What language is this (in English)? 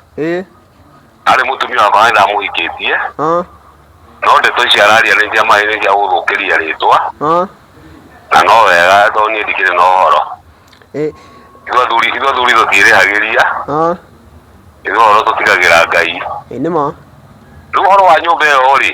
Kikuyu